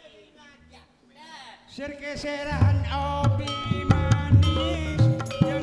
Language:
Madurese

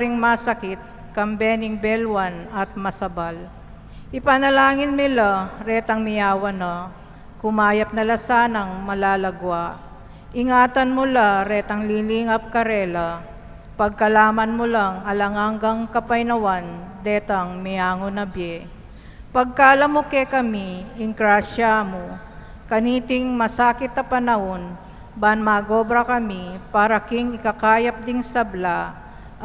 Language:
Pampanga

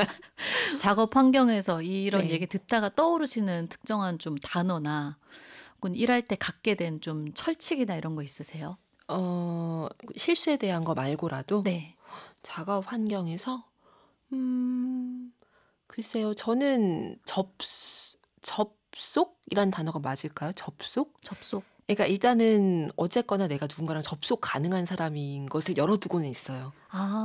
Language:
Korean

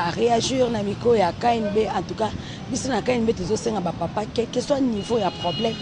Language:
Lingala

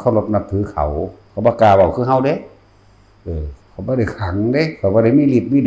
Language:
Northeastern Thai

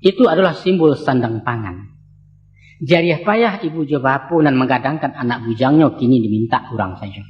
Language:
Minangkabau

